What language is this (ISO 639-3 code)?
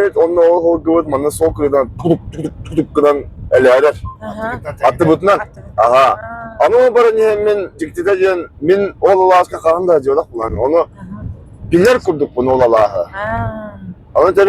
sah